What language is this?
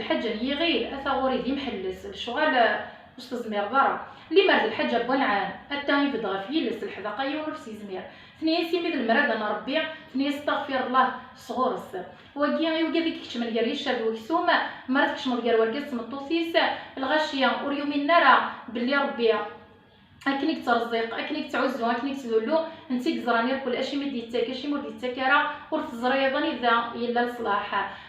Kabyle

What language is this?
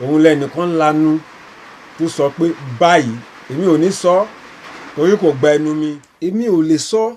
Yoruba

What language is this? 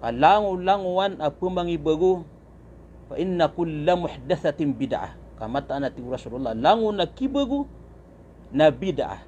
Maranao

